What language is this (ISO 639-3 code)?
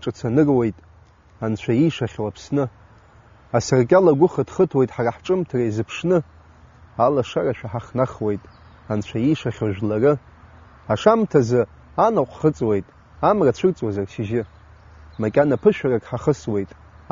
abk